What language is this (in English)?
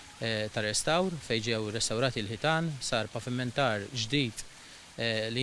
Maltese